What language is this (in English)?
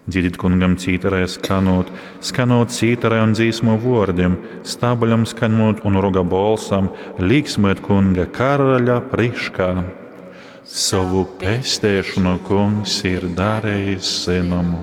Latgalian